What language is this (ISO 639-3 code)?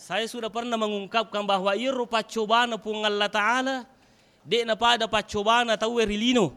bug